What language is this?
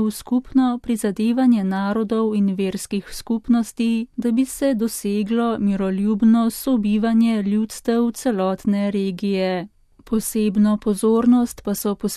Slovenian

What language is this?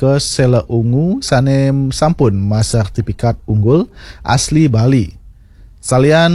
Balinese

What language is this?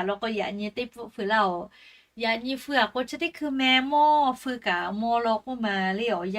Lahu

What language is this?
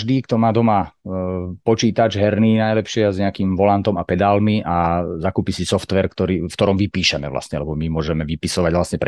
Slovak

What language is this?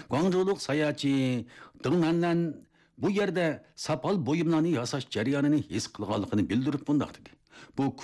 Uyghur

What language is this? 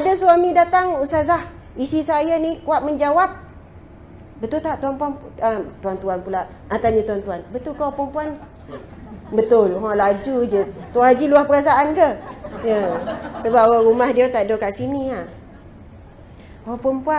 Malay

